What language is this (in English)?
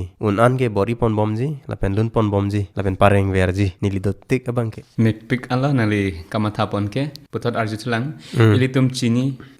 Karbi